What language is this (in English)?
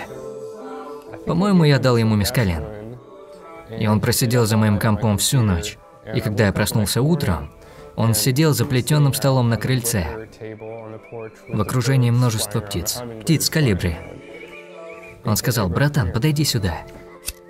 Russian